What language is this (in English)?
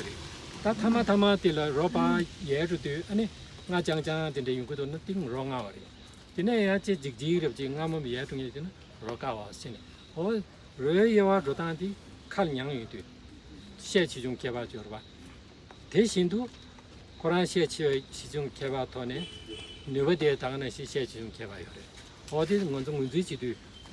Tibetan